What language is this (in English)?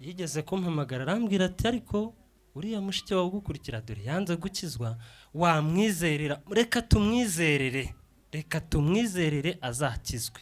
Kinyarwanda